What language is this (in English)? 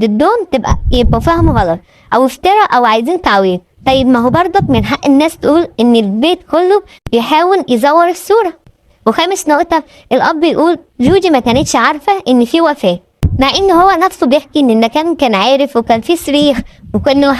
Egyptian Arabic